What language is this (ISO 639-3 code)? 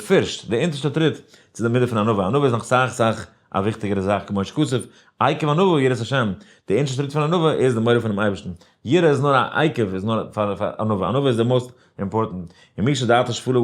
yid